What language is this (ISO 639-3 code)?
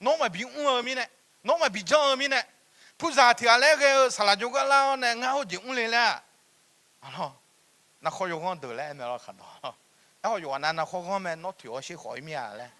ahk